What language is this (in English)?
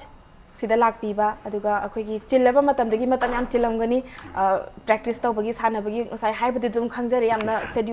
Manipuri